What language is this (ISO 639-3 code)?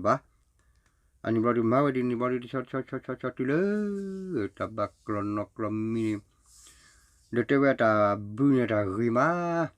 ksw